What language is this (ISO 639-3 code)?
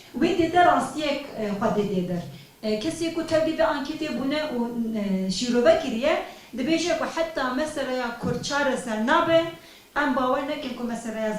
kur